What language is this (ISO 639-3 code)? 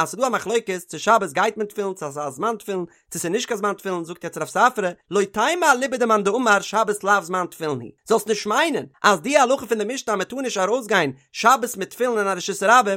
yid